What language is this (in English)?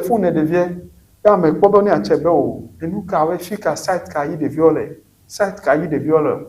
Ewe